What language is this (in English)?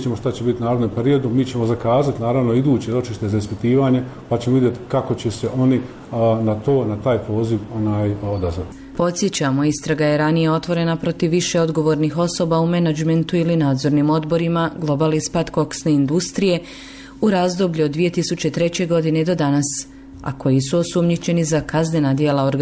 Croatian